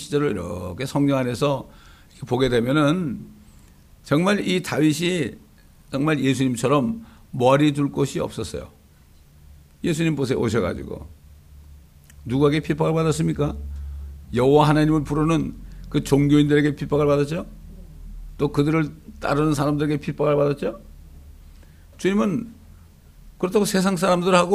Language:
Korean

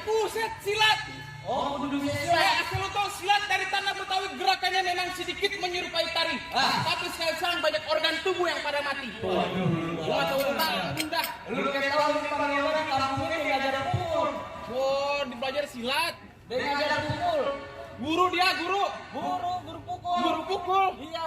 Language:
Betawi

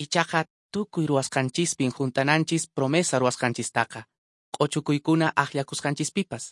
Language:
Quechua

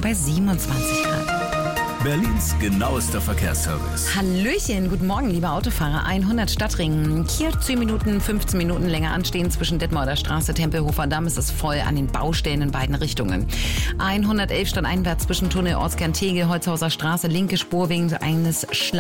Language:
German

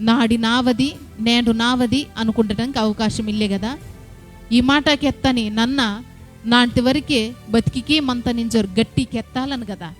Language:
Koya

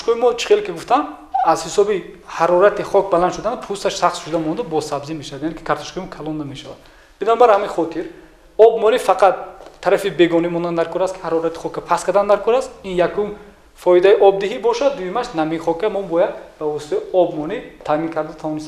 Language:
Tajik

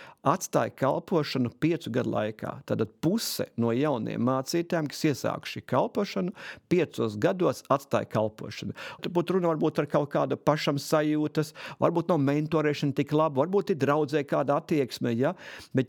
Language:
Latvian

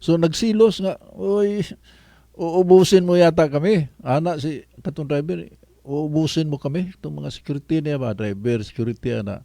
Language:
Cebuano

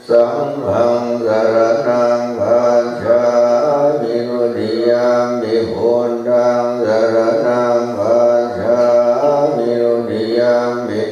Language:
Pali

